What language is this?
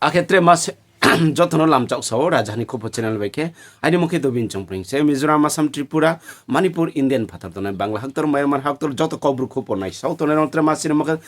Riang (India)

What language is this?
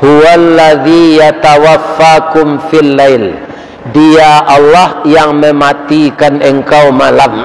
Minangkabau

